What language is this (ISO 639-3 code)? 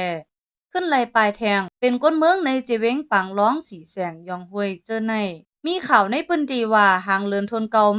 shn